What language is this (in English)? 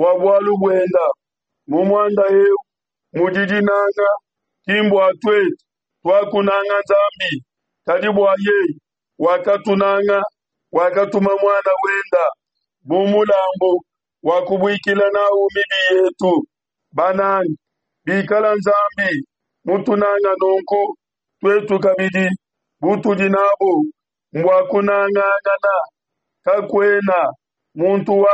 Luba-Lulua